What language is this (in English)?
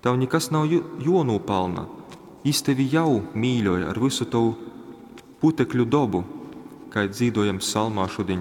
Latgalian